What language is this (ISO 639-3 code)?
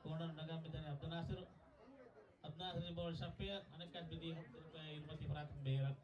div